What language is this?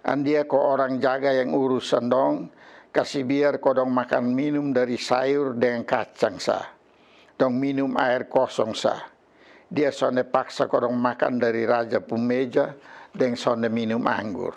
Kupang Malay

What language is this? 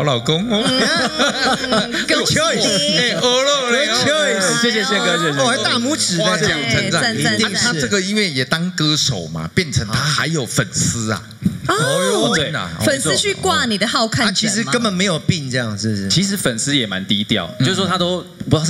Chinese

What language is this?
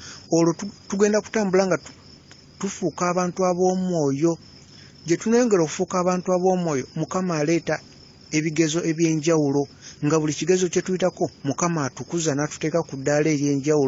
Ganda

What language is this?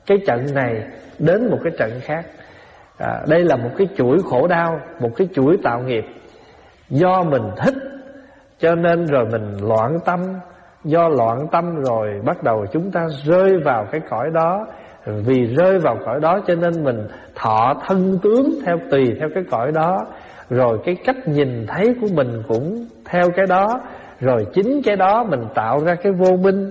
Vietnamese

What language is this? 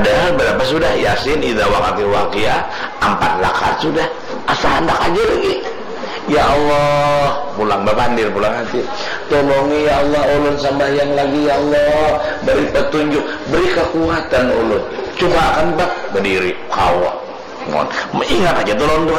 Banjar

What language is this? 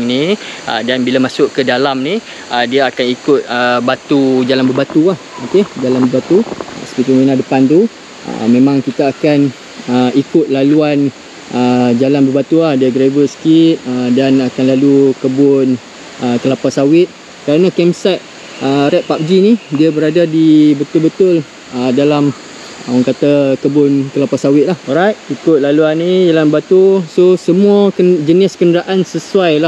Malay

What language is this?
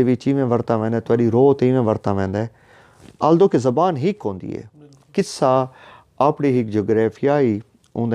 Saraiki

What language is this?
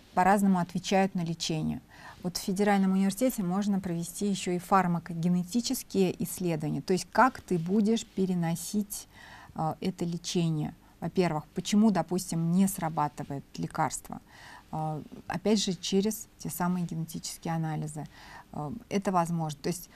Russian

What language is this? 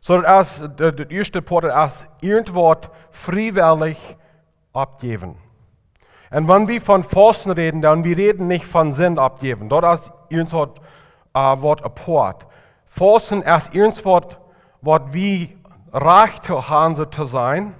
Plautdietsch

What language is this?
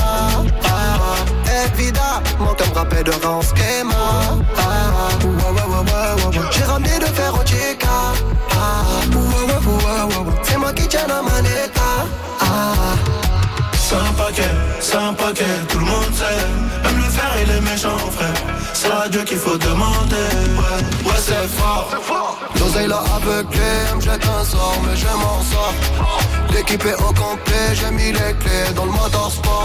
French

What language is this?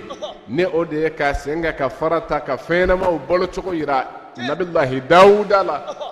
Bambara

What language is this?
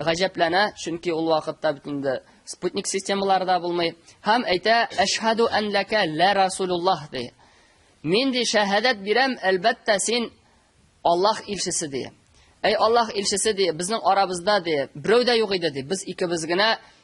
Tatar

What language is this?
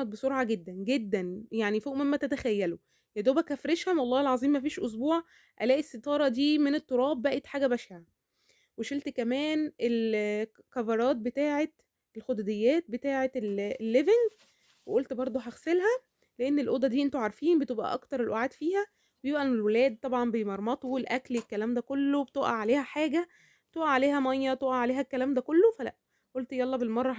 Egyptian Arabic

